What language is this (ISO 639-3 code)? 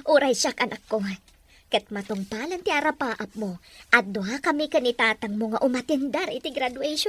ilo